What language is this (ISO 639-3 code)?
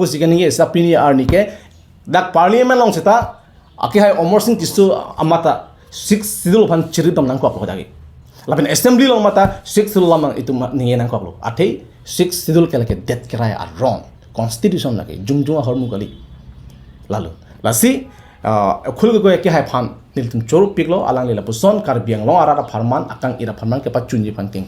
mjw